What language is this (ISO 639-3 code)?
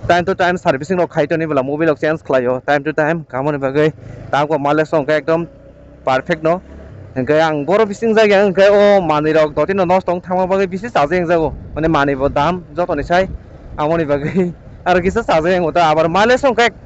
trp